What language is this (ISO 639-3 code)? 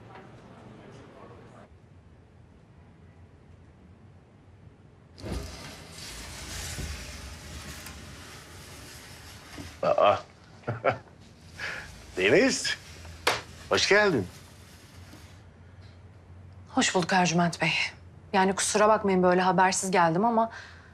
tur